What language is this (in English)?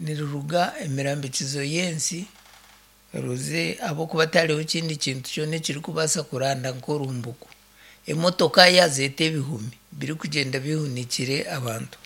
Nyankole